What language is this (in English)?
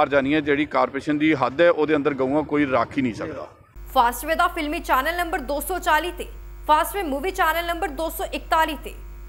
Punjabi